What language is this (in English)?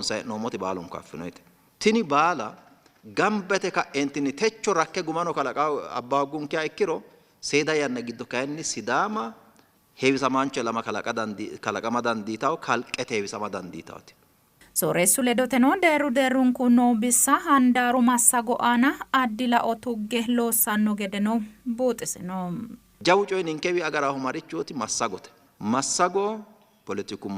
Sidamo